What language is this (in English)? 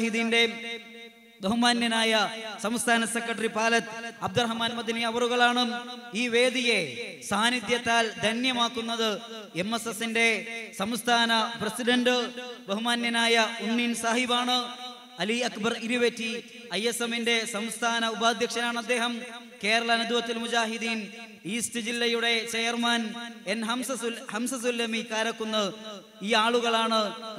Malayalam